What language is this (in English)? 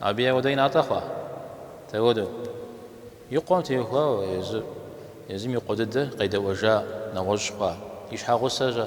Kabardian